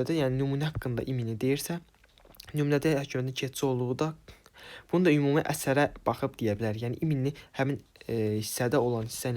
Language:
Azerbaijani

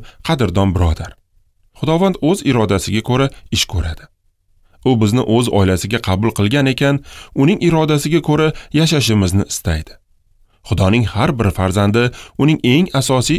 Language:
Uzbek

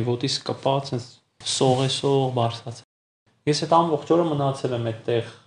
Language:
Armenian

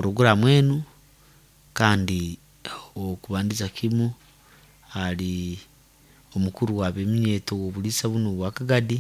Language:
Nyoro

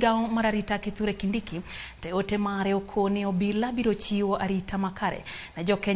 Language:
Luo (Kenya and Tanzania)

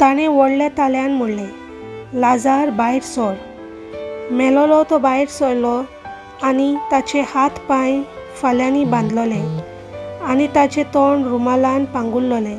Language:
Konkani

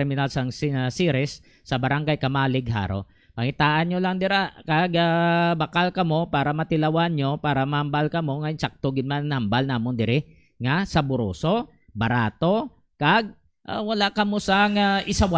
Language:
Hiligaynon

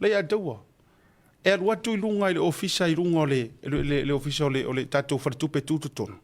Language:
Samoan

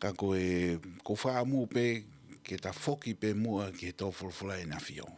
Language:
Tongan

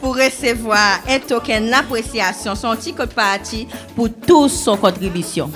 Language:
Seselwa Creole French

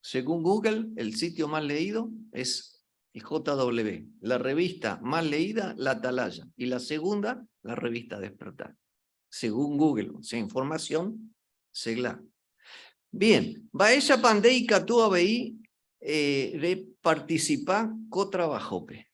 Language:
Guarani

